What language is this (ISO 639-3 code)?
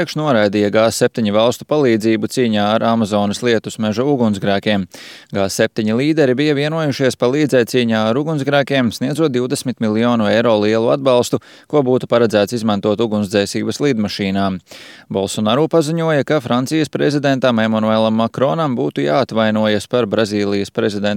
lav